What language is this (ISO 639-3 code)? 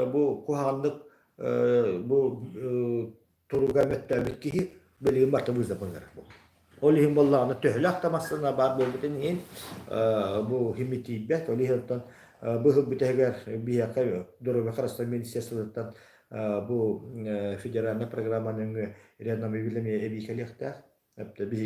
sah